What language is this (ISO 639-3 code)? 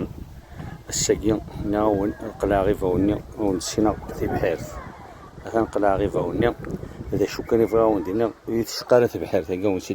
kab